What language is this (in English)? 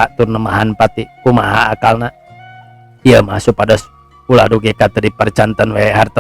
Sundanese